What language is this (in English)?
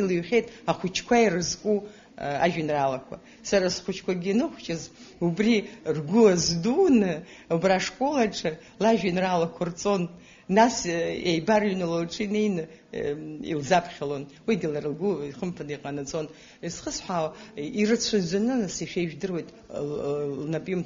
Abkhazian